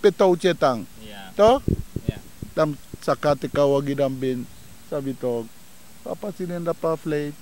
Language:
Sranan Tongo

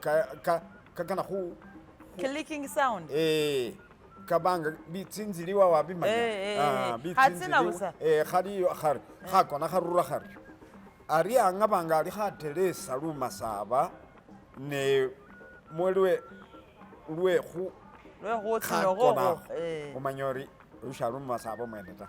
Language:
Masaaba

